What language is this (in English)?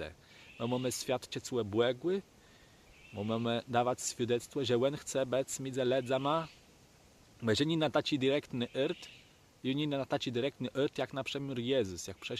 Kashubian